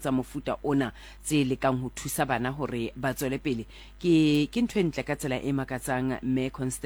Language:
Southern Sotho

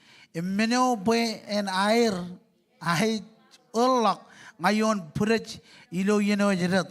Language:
Marshallese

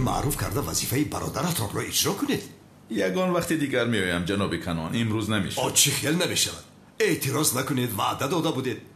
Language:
Tajik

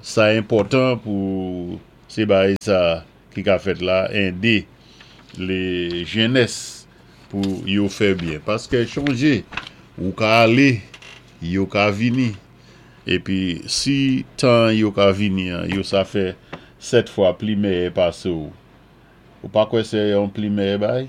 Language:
Saint Lucian Creole French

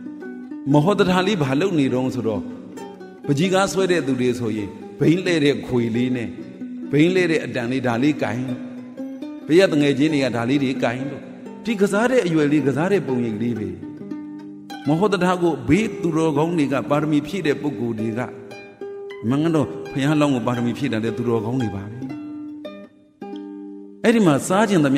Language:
Burmese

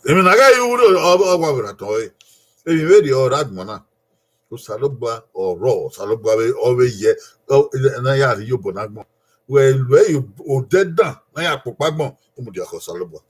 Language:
Bini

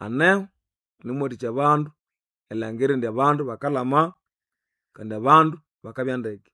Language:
Nande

